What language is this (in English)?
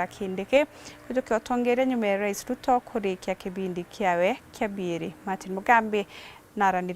Meru